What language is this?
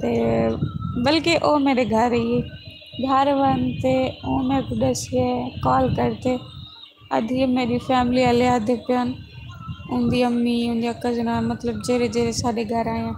Saraiki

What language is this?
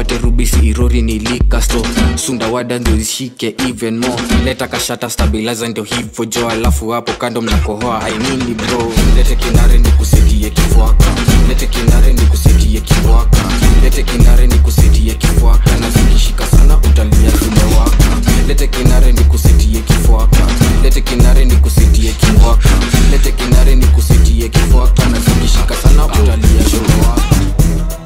Swahili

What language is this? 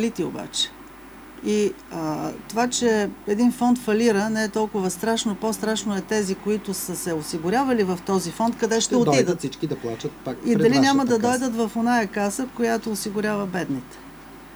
Bulgarian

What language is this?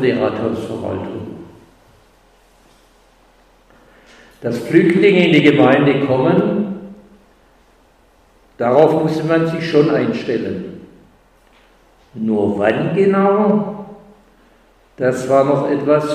German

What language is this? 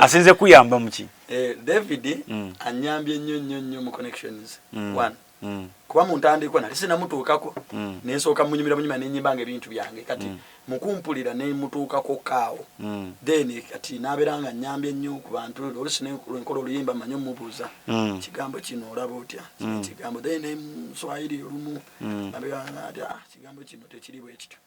Ganda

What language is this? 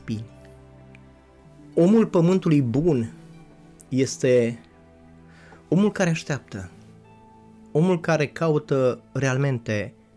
Romanian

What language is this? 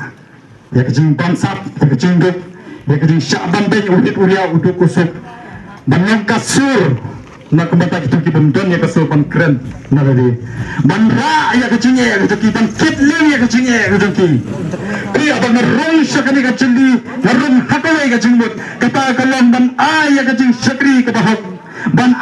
Khasi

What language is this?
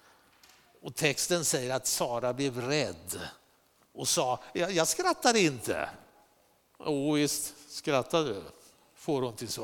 Swedish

